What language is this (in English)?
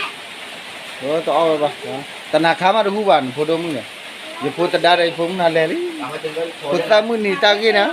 S'gaw Karen